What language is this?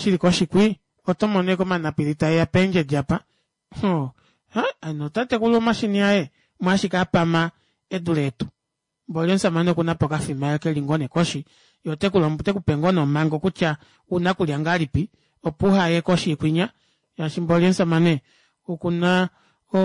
Kuanyama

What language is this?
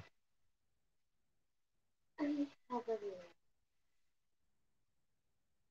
Filipino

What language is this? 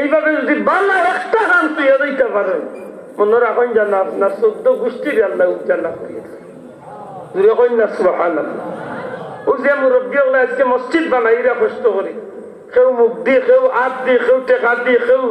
Sylheti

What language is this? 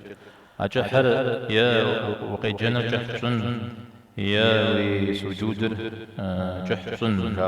Kabardian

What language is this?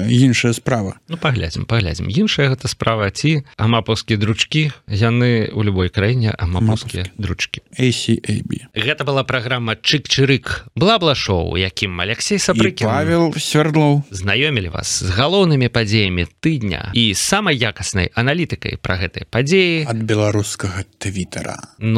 Belarusian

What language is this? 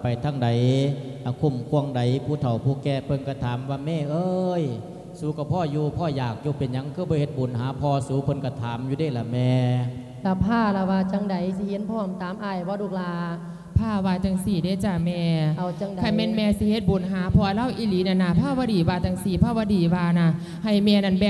Lao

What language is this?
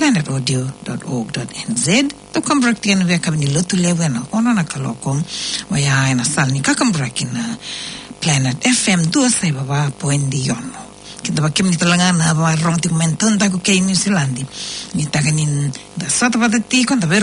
Fijian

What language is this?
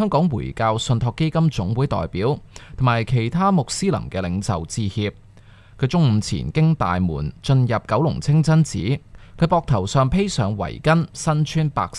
Cantonese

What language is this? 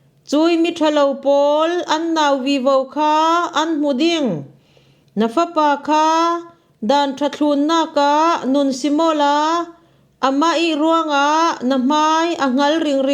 Falam Chin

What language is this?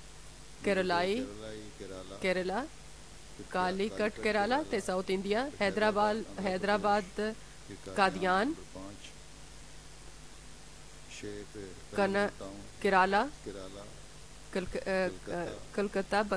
Bulgarian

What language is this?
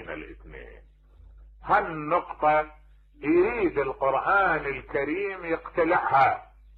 Mesopotamian Arabic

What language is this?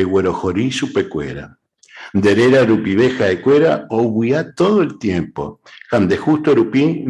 Guarani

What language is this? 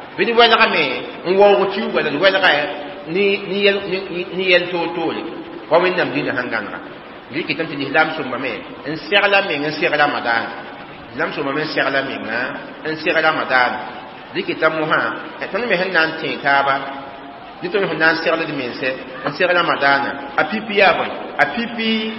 Mossi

